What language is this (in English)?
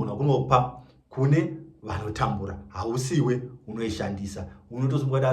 Shona